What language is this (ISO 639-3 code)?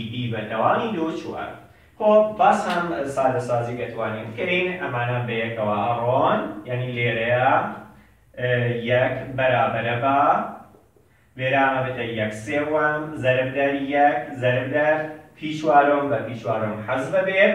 ckb